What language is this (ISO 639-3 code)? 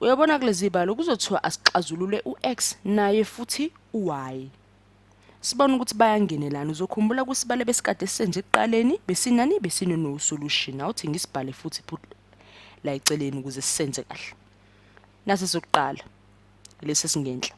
zul